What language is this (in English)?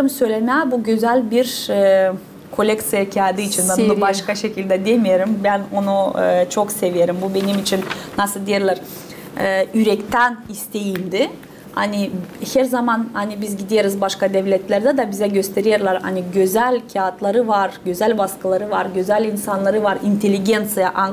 Gagauz